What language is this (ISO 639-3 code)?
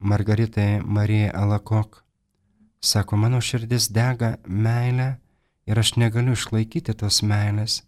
lit